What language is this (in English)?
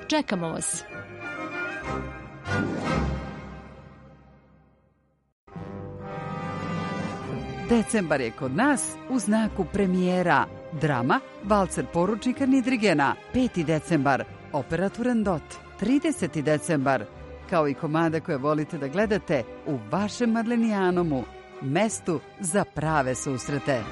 Serbian